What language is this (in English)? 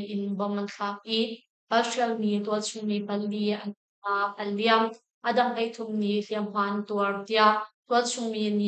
Hakha Chin